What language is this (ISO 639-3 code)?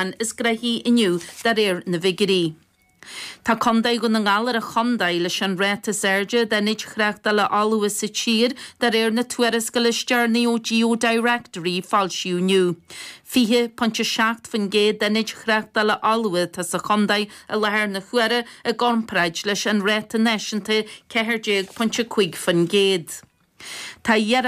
gle